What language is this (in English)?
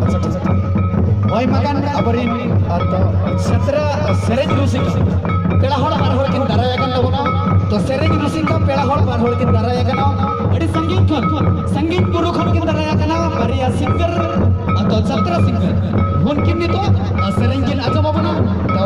Santali